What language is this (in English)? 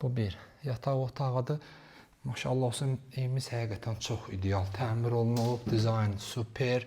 Azerbaijani